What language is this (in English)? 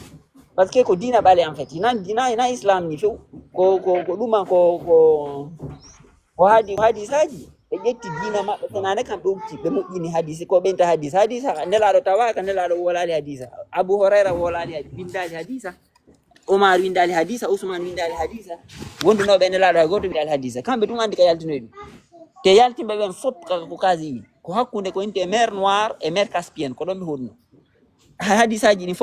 Fula